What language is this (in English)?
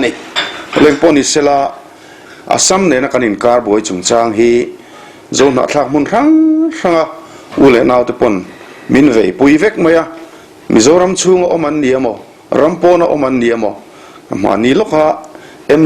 Mizo